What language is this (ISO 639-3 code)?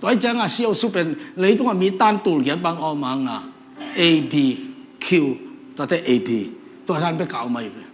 ctd